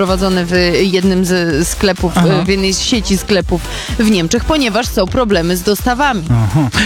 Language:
Polish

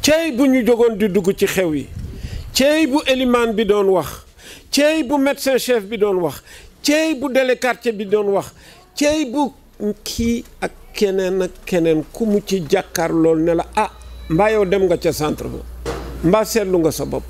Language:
Wolof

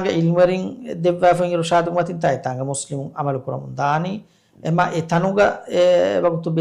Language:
Divehi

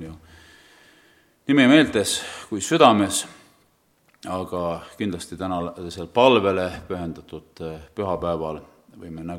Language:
Estonian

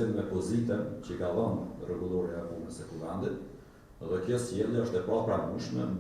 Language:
Albanian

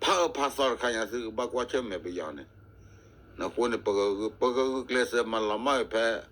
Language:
S'gaw Karen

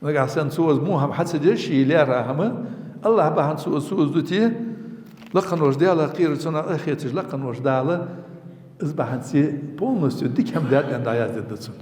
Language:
Ingush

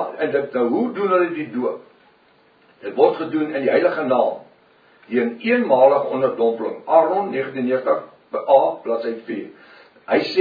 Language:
Afrikaans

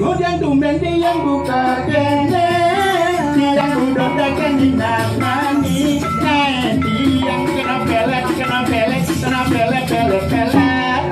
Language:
Balinese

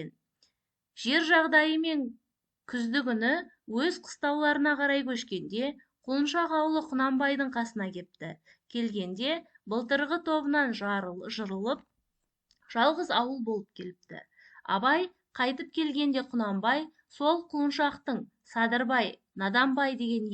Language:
Kazakh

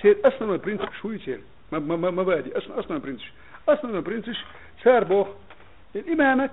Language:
Chechen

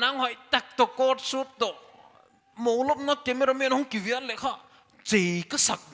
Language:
Paite Chin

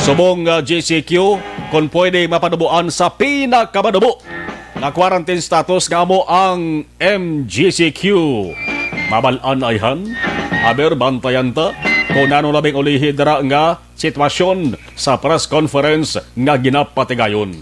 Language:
Hiligaynon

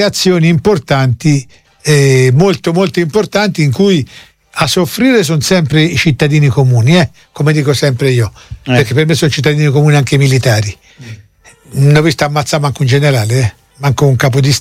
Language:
Italian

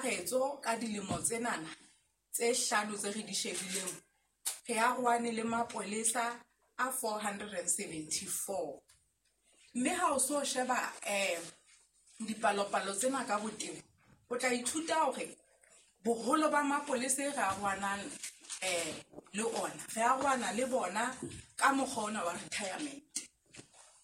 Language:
Southern Sotho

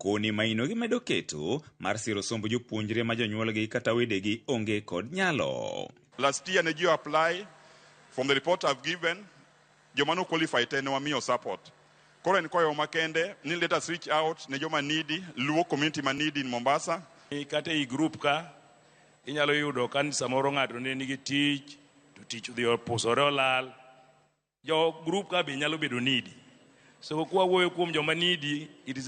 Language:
Luo (Kenya and Tanzania)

